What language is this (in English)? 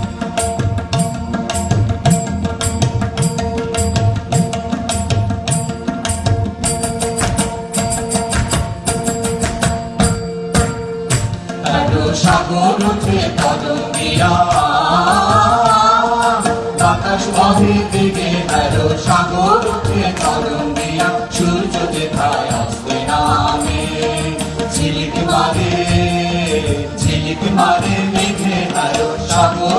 Bangla